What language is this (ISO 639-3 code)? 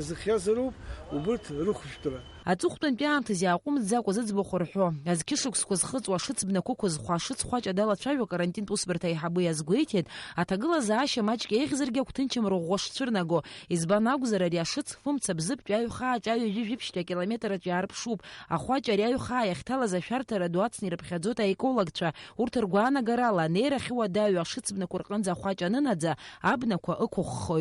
abk